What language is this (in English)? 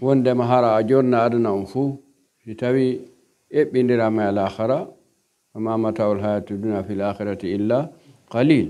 Pular